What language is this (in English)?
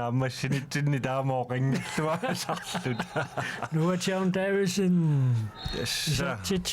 Kalaallisut